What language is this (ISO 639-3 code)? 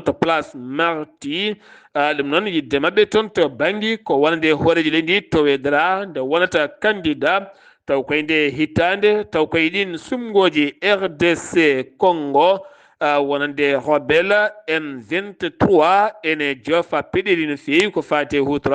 ful